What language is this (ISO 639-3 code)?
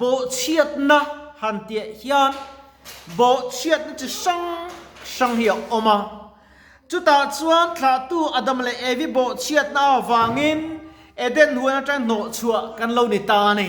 lus